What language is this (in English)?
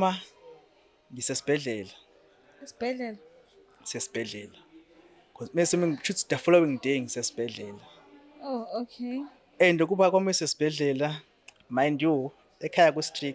Zulu